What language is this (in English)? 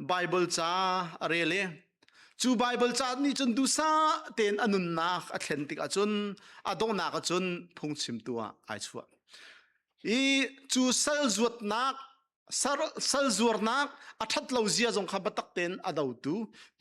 Hakha Chin